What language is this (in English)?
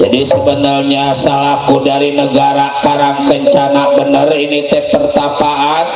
Betawi